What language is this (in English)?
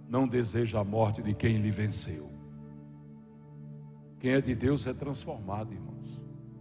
Portuguese